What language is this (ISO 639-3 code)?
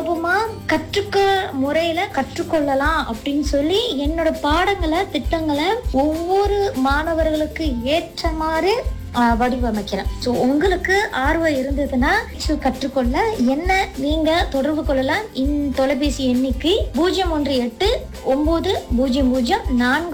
tam